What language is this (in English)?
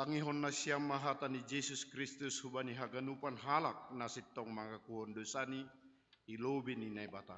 Batak Simalungun